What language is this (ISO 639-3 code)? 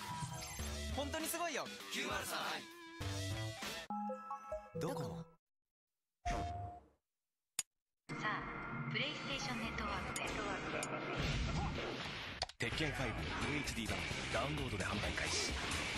jpn